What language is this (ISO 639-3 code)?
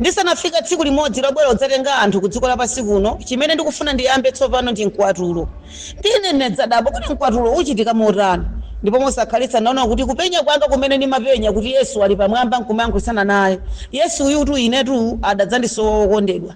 nya